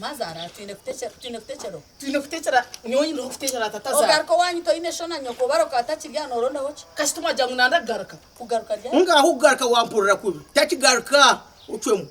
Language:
Nyankole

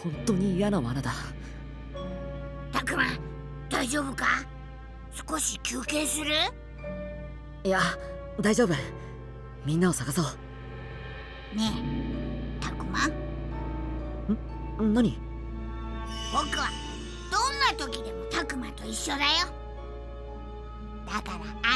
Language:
Japanese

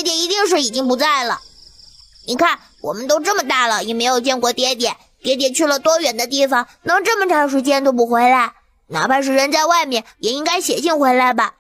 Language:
Chinese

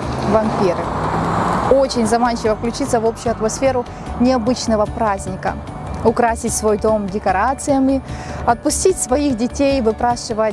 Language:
Russian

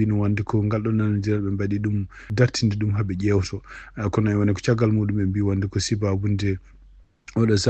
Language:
Fula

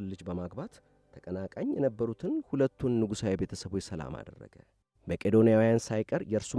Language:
Amharic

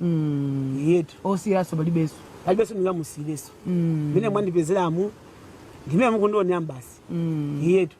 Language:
Nyanja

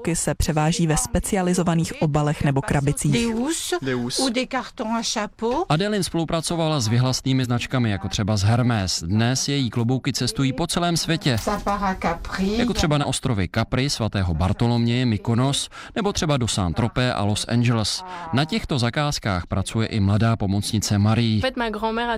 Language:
Czech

